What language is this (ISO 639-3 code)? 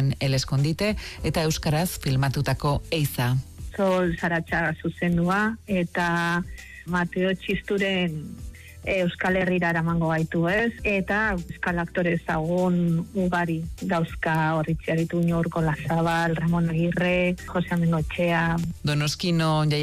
eus